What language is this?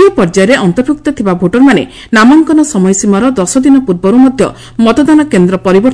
Odia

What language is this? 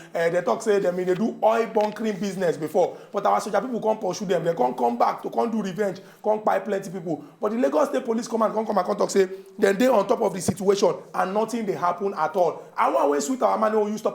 Nigerian Pidgin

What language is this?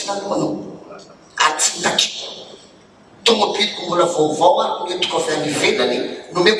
Malagasy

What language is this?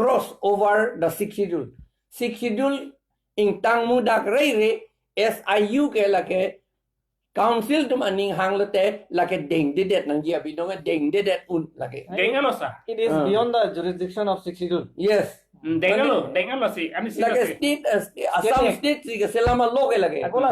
Karbi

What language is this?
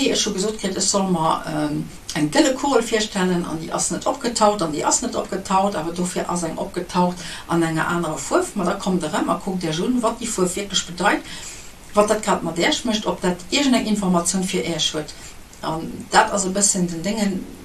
Luxembourgish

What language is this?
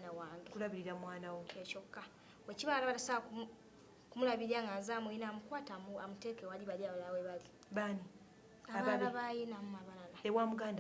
Ganda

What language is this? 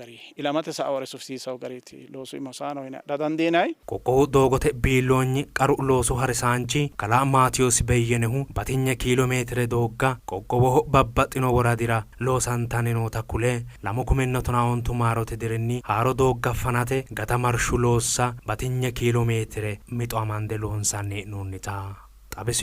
Sidamo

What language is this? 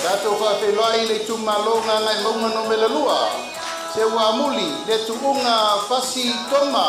Samoan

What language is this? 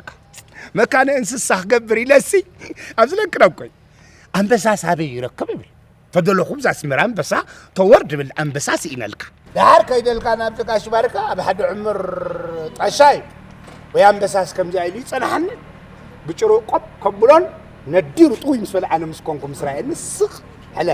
Tigrinya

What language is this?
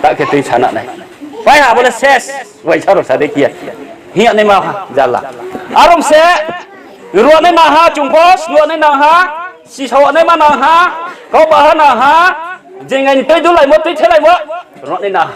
Riang (India)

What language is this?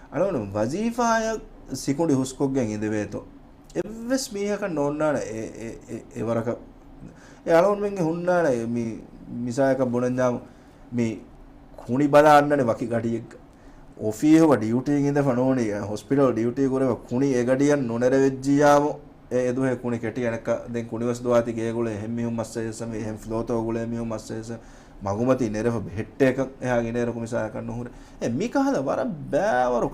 Divehi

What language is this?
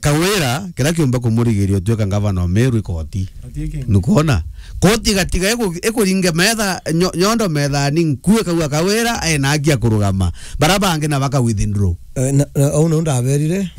Meru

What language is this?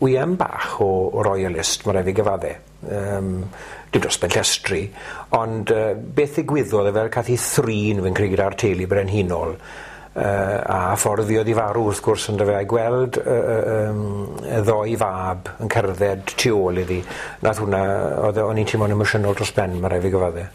Welsh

